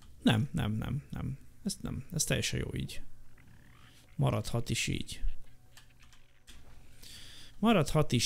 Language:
Hungarian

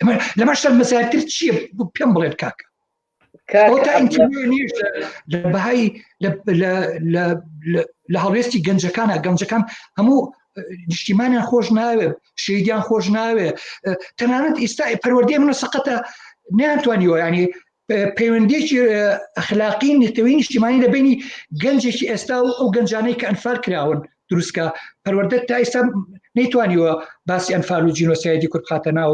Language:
Central Kurdish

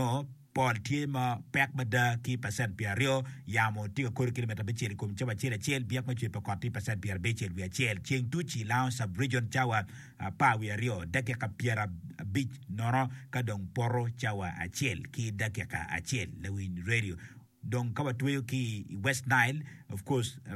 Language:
Acoli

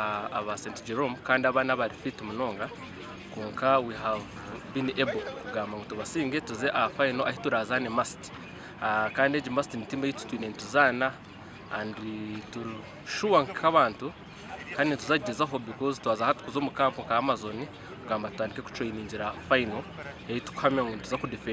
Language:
Nyankole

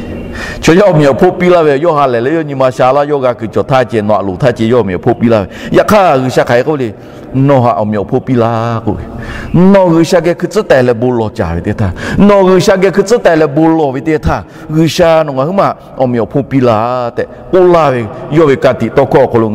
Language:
Lahu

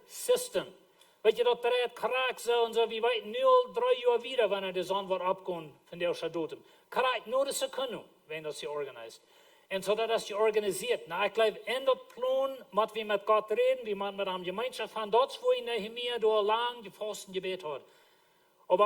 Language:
Plautdietsch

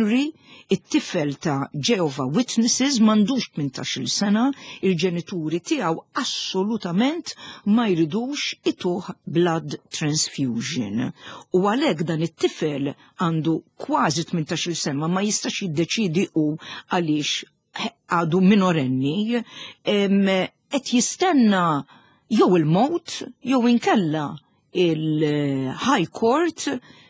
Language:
Maltese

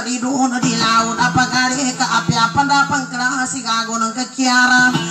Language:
Indonesian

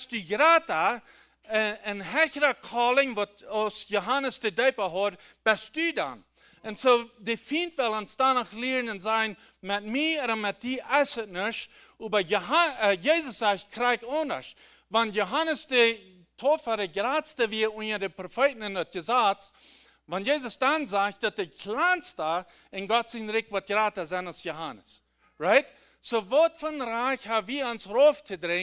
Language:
Plautdietsch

